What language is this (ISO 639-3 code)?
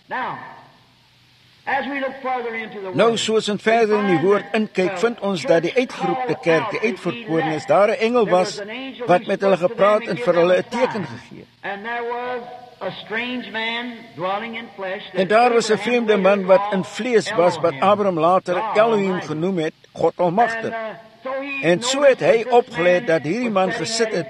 afr